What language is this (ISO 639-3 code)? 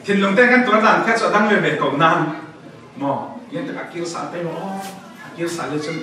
cfm